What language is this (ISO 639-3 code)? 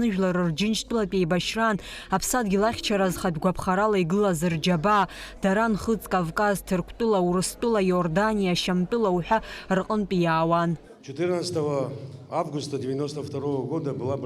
abk